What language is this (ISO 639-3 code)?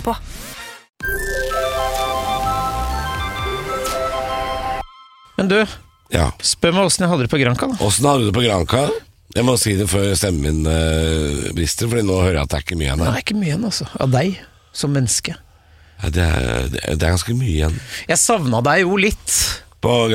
nor